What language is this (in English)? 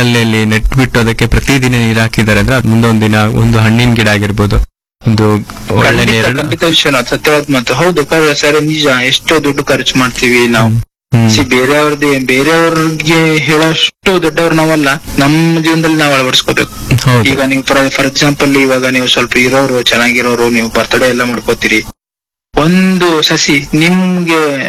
Kannada